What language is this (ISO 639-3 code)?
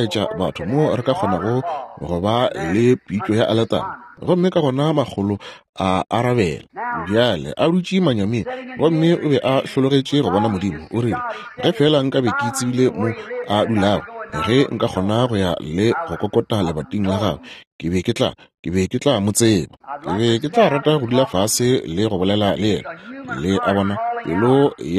nso